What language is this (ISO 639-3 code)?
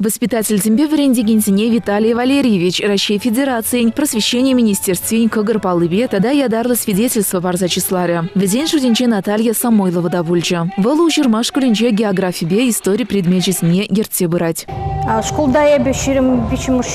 chv